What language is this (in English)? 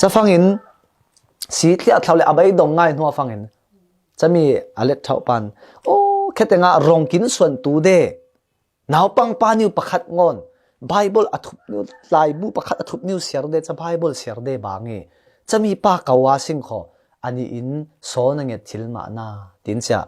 Falam Chin